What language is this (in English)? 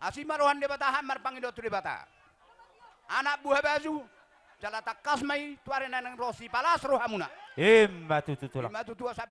Batak Toba